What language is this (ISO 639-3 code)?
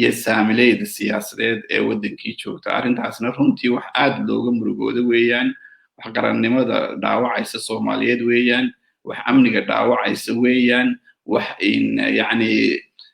som